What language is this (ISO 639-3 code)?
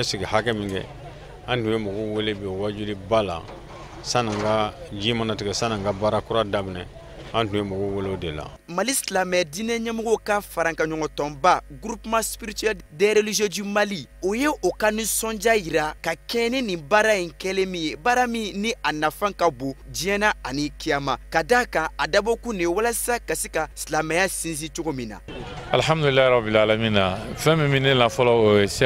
bam